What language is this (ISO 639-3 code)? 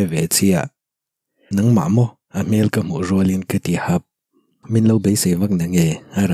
lus